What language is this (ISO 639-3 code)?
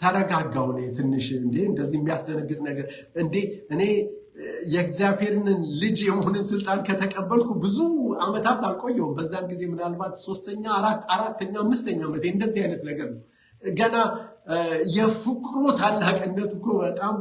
amh